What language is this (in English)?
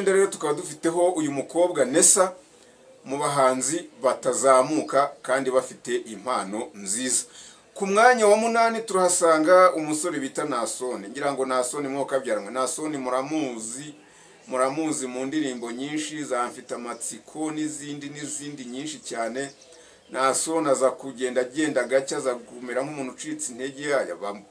Kinyarwanda